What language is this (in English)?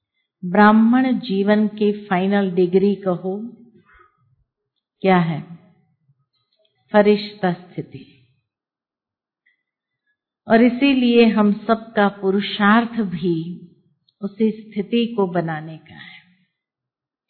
Hindi